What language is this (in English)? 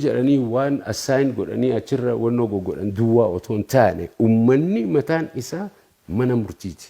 Oromo